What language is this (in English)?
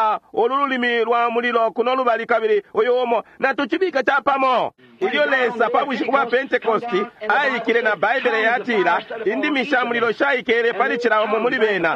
Bemba